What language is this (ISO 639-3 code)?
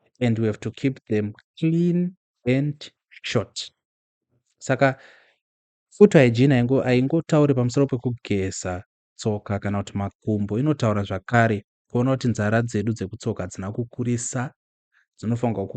sna